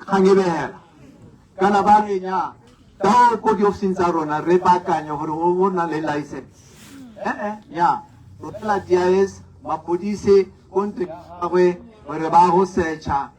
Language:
Tswana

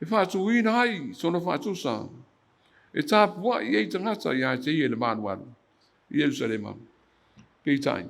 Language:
Samoan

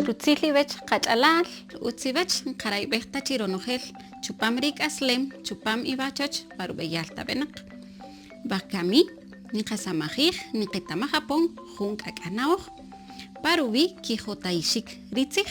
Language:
Kaqchikel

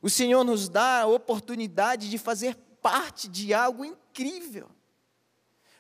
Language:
Portuguese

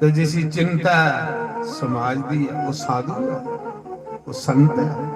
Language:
Dogri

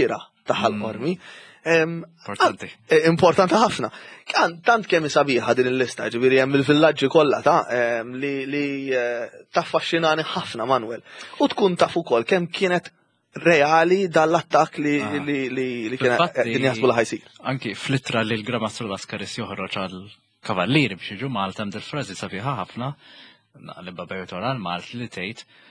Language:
Maltese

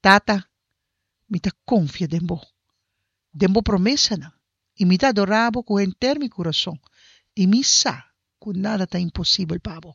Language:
Papiamento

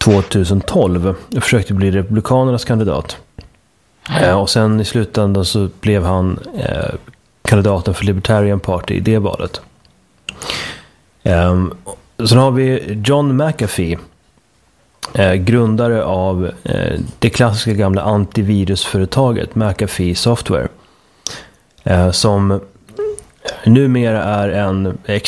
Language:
Swedish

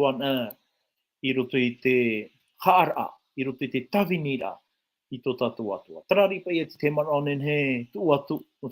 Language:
Tahitian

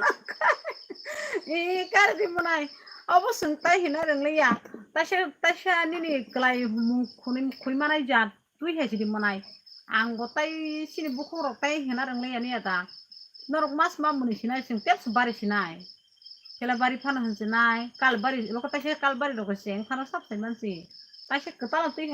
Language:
Kok Borok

